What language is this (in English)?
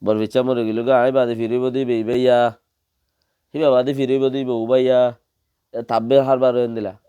Rohingya